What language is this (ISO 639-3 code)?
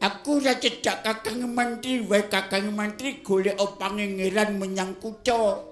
jav